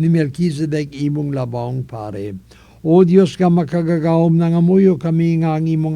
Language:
Cebuano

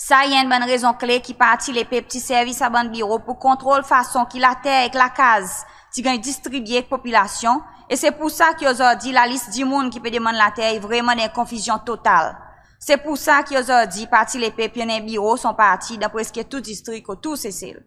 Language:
Seselwa Creole French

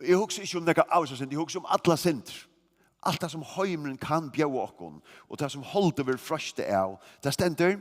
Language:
Faroese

